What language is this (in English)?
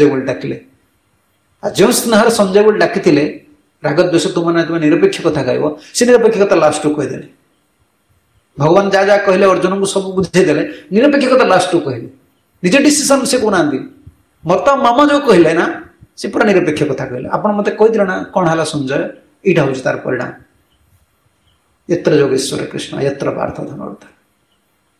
Odia